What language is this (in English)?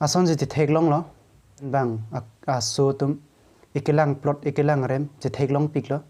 Karbi